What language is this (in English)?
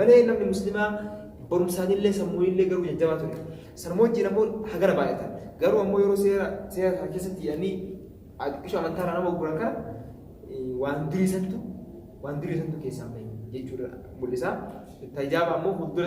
Oromo